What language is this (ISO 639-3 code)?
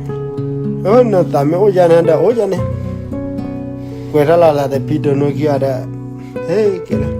ksw